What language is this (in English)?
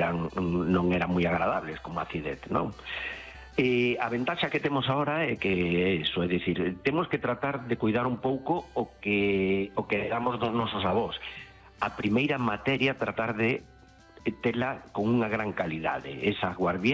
Galician